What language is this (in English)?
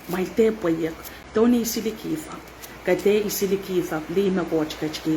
Pohnpeian